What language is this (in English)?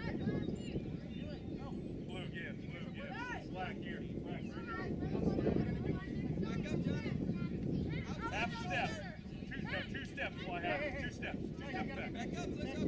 English